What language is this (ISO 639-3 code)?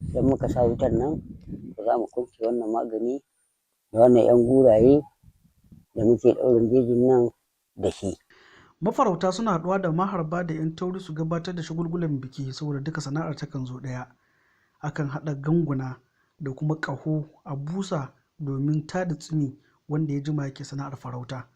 hau